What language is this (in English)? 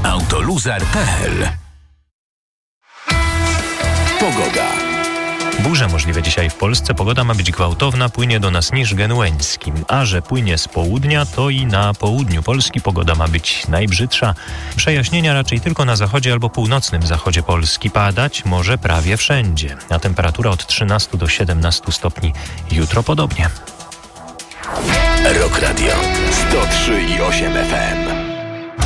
Polish